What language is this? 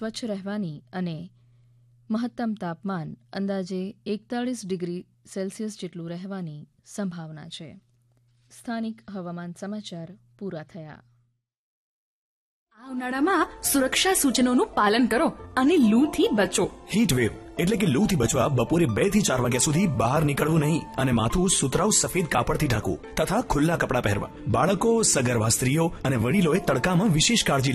Gujarati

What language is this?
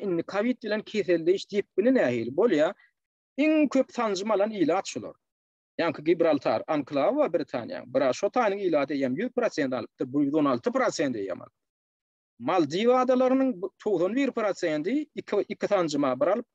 Turkmen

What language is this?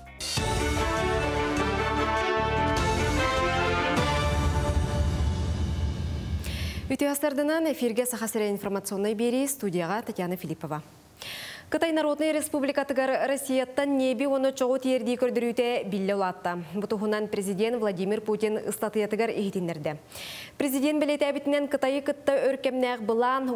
Yakut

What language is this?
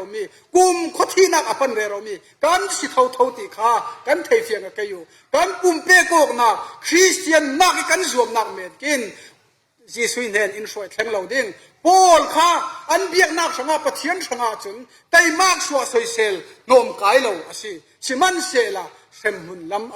Falam Chin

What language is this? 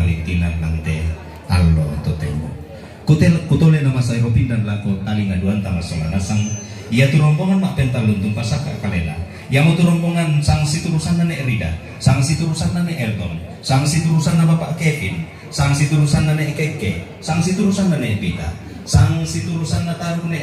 Toraja-Sa'dan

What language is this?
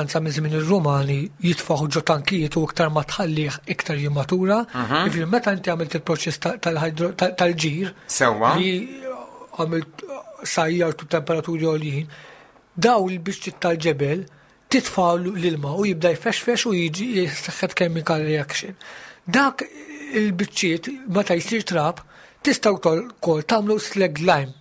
Maltese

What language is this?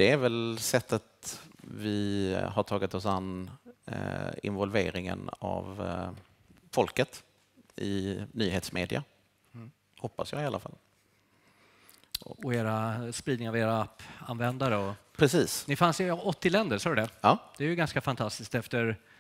Swedish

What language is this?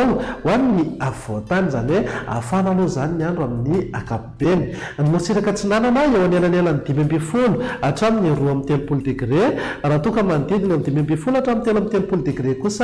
Malagasy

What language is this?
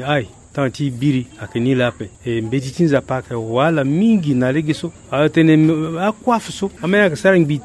Sango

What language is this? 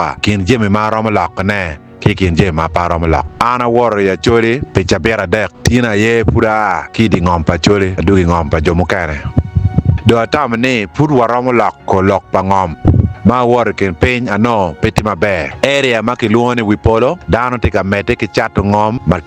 Acoli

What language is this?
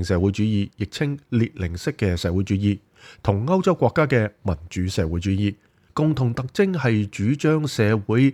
Cantonese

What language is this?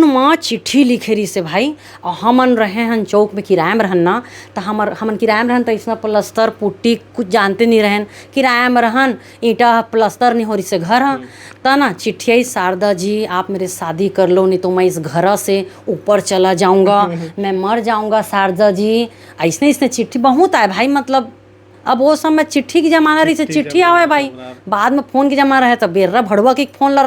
Chhattisgarhi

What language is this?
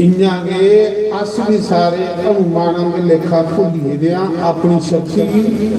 Dogri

